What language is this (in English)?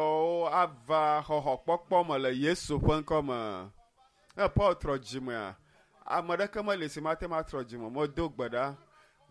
Ewe